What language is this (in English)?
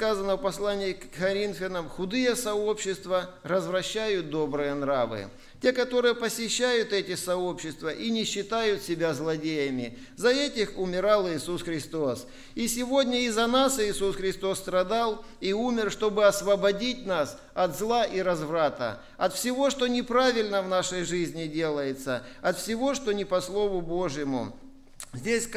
Russian